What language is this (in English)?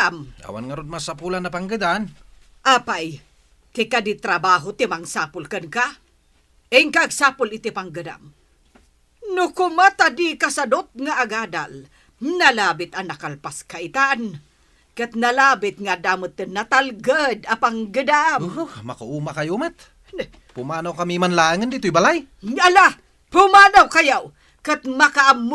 Iloko